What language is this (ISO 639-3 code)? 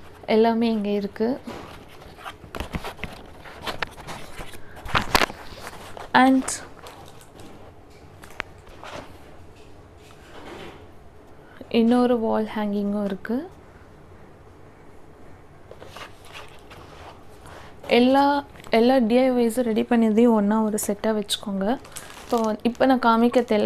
tam